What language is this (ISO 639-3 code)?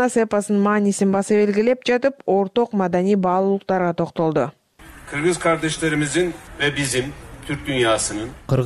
kir